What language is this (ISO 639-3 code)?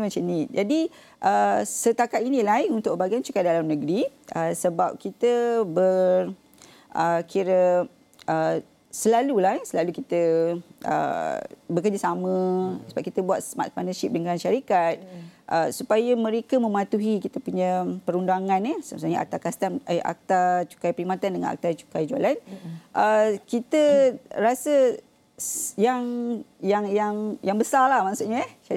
msa